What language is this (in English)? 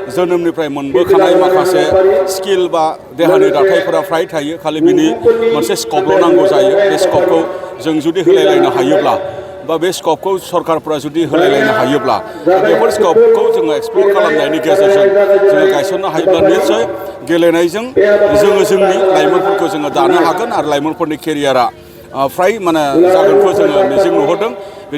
Bodo